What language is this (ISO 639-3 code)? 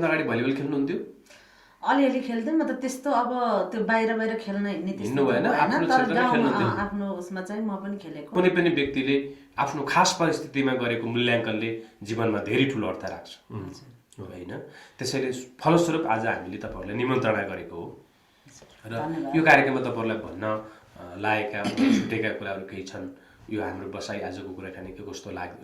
nep